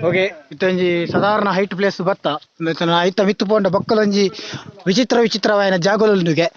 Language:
Tulu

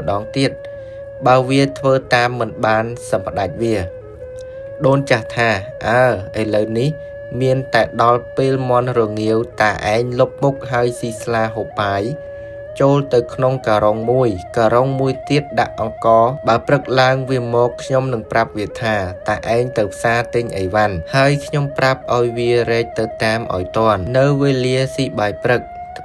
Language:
Khmer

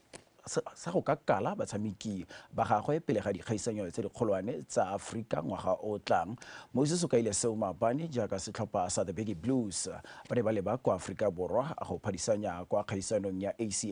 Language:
Tswana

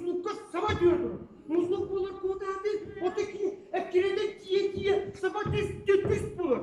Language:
Yakut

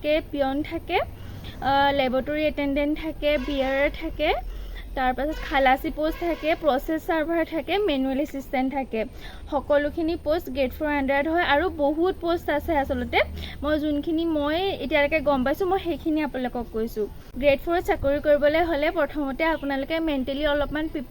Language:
Assamese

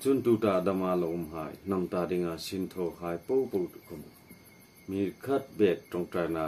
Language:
Hmar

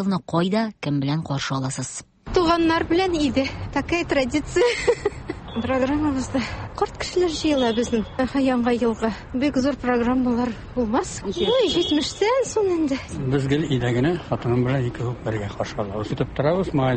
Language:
Tatar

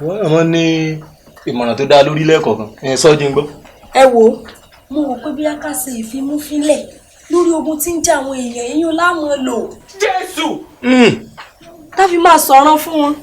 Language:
Yoruba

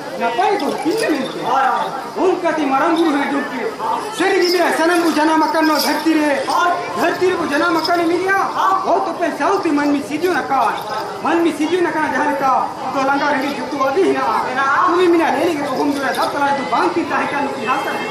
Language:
Santali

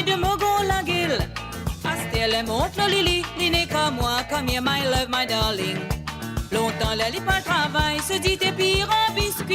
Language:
Morisyen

